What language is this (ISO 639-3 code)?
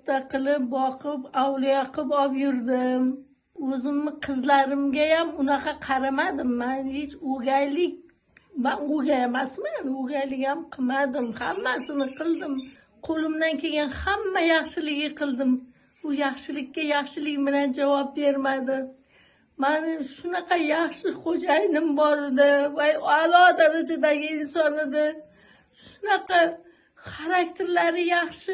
uzb